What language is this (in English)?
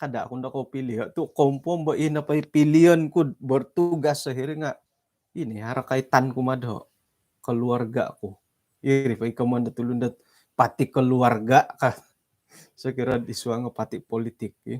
Central Dusun